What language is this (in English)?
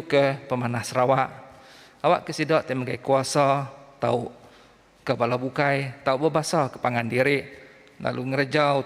Iban